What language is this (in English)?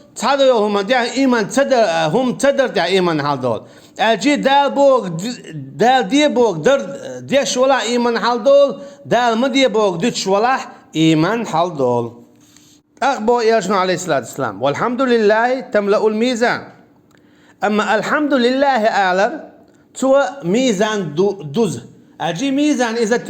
Chechen